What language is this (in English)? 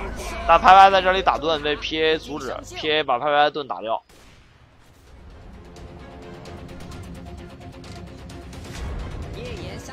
Chinese